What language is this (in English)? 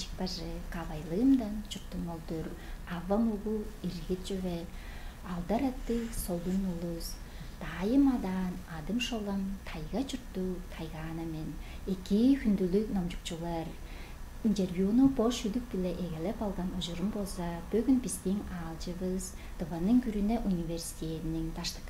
Tuvinian